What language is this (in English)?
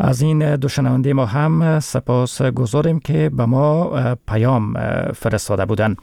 Persian